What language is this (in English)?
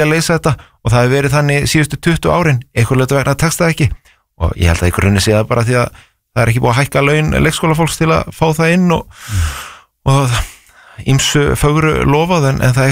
Icelandic